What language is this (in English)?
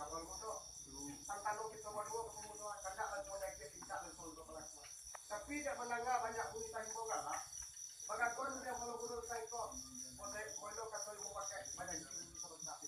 Minangkabau